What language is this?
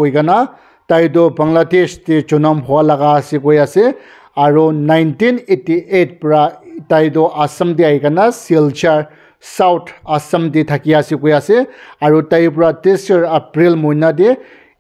Naga Pidgin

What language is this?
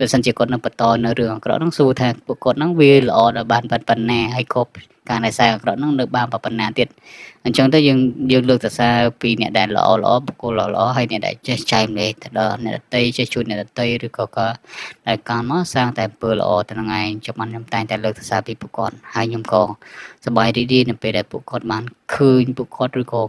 Khmer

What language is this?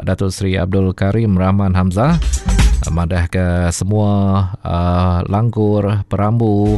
Iban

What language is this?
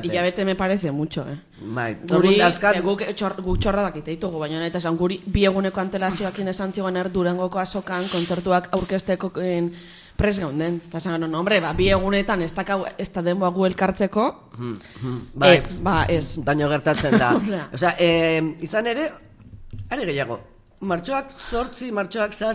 Basque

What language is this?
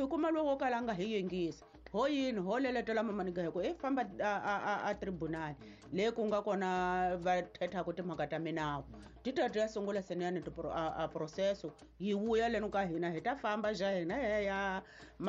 Tsonga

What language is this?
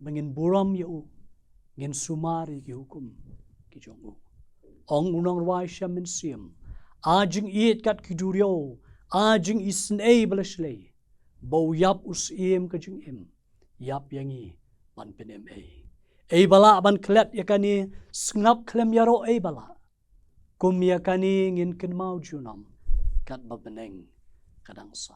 Khasi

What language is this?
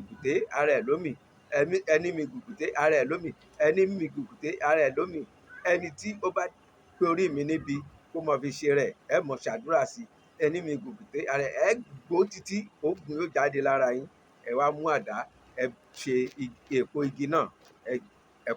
Yoruba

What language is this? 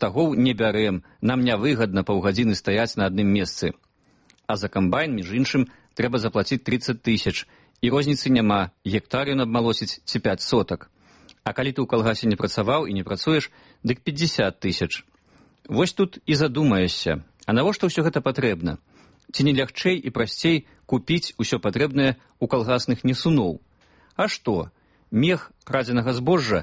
Belarusian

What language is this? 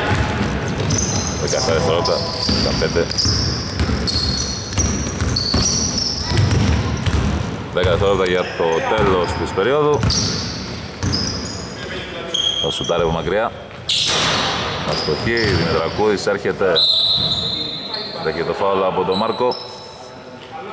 Greek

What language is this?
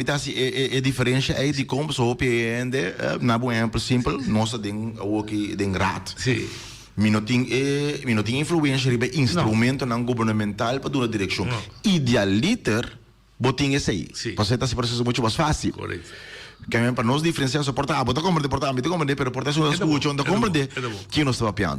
Papiamento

